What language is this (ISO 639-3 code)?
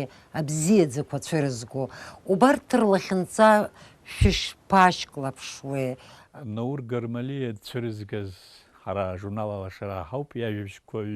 abk